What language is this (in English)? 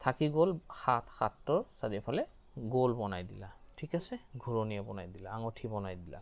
Assamese